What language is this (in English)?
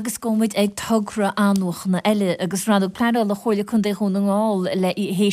Irish